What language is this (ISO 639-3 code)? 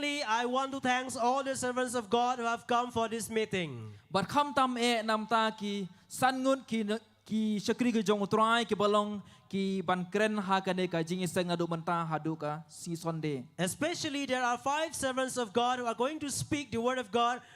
kha